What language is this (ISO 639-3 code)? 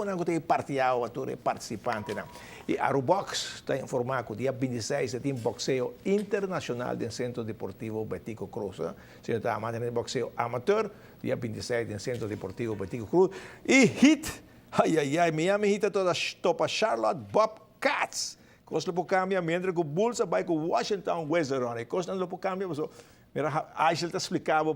pap